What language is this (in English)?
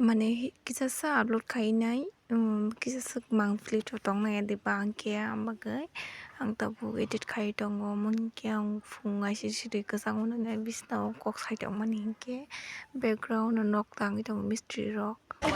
Kok Borok